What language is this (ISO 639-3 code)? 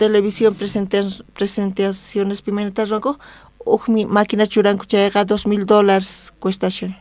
quh